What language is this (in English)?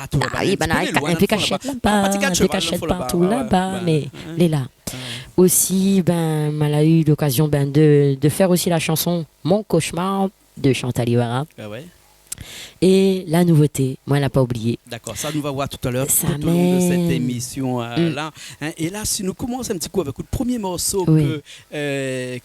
Réunion Creole French